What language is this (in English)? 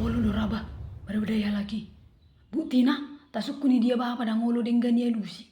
Batak Toba